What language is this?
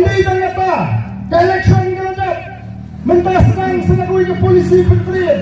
Khasi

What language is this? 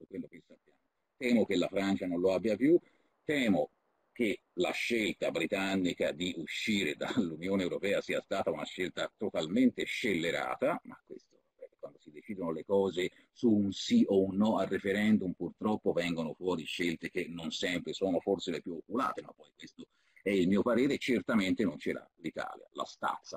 Italian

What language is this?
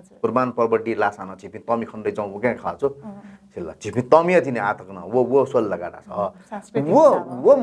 Newari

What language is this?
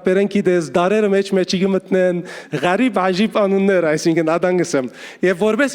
Western Armenian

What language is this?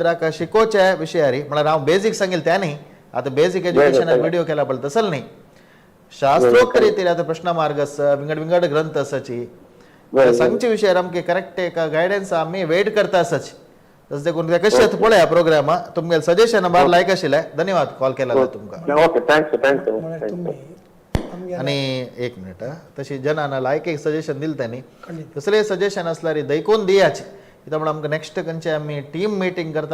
Konkani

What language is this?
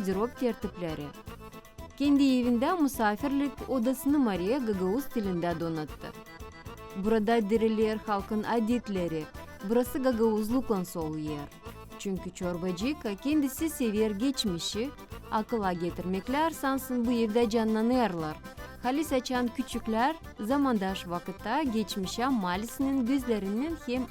Gagauz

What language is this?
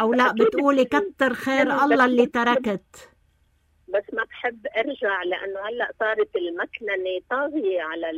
North Levantine Arabic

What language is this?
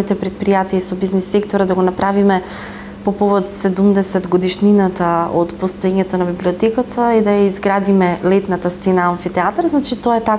Macedonian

